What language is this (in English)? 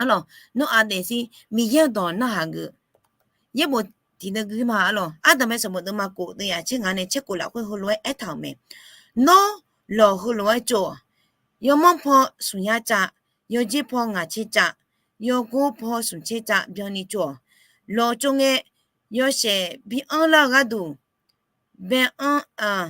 Akha